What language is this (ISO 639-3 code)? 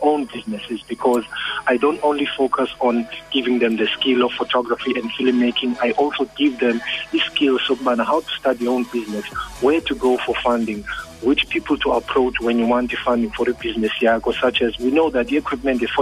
xho